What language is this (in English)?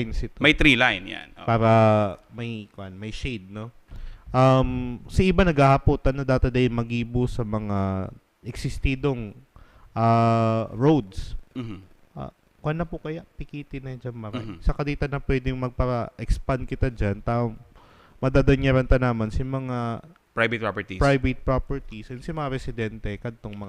Bikol